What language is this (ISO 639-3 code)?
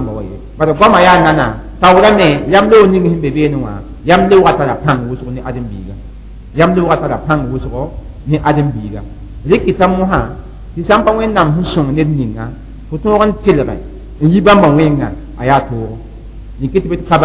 mos